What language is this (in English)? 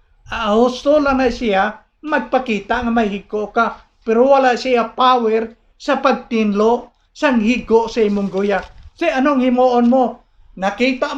Hiligaynon